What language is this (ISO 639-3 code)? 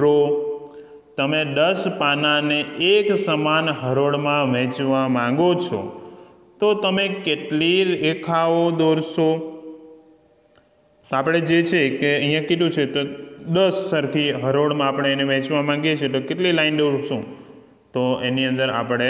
guj